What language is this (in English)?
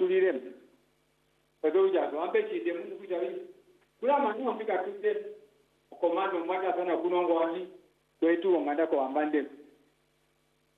Swahili